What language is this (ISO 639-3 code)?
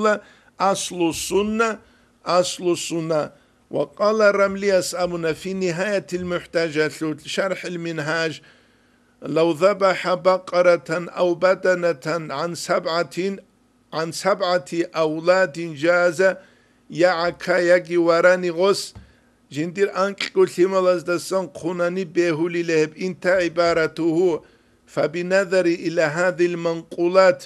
ava